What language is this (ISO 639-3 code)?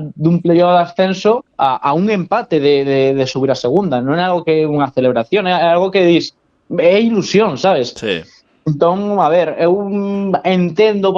glg